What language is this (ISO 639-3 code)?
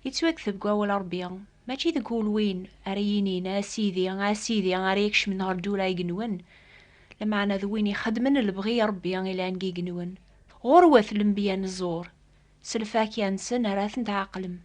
kab